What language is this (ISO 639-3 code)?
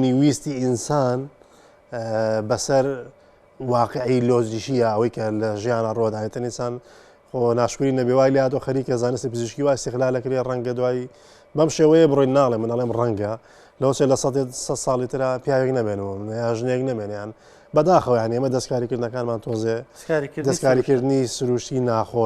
ckb